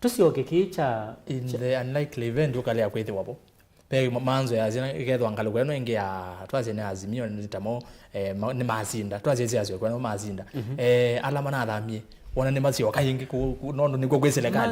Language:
Kamba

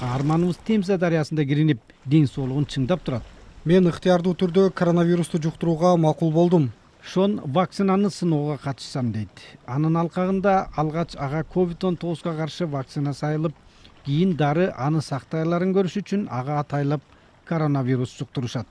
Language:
Kyrgyz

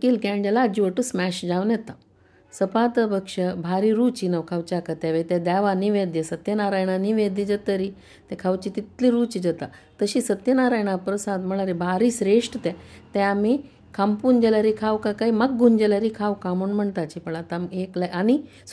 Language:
Konkani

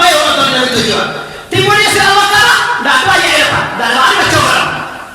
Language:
Minangkabau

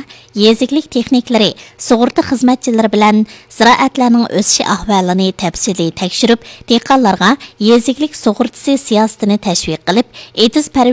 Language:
Uyghur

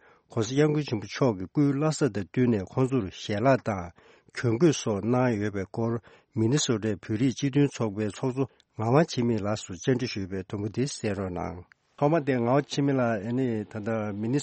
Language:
Tibetan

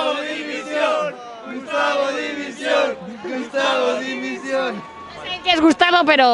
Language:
Catalan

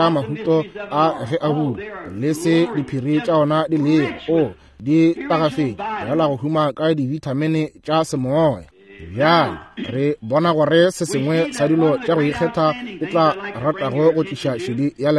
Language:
Northern Sotho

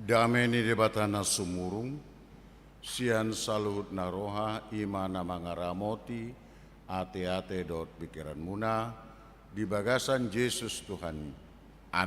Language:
Batak Toba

